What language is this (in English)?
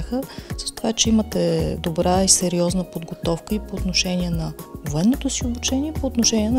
Bulgarian